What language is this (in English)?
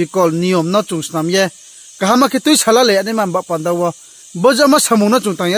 Riang (India)